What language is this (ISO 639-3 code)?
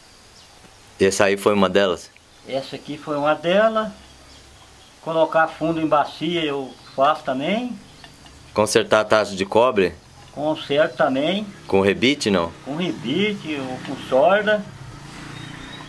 por